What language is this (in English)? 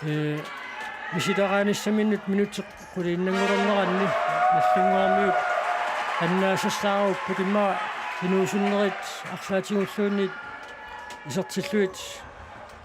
Kalaallisut